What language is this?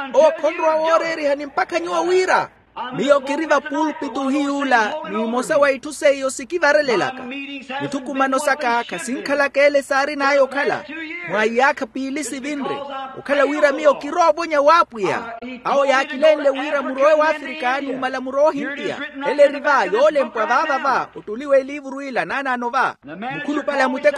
Makhuwa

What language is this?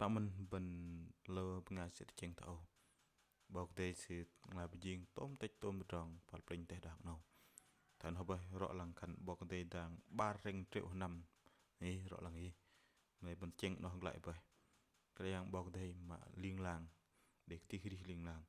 Bahnar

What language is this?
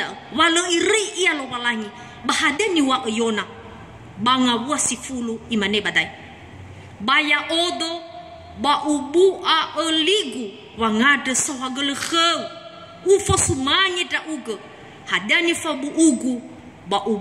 Nias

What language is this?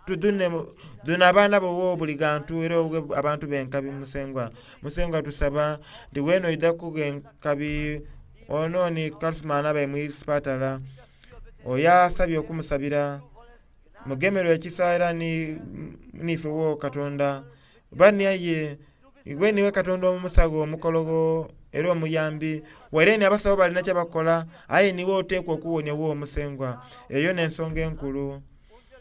Soga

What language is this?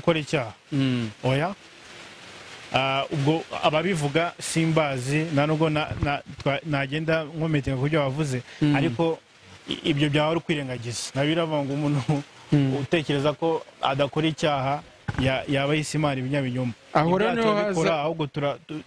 Kinyarwanda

